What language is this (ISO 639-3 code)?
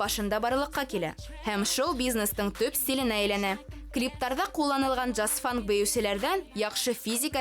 bak